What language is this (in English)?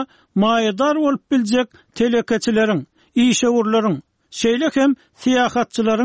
Turkmen